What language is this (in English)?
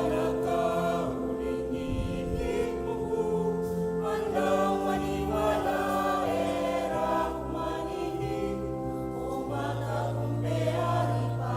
Pampanga